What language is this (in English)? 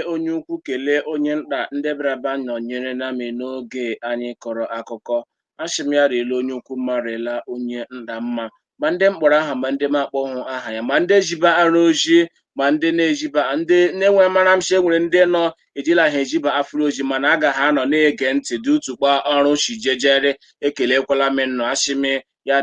Igbo